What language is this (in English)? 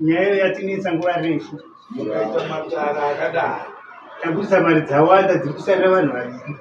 Shona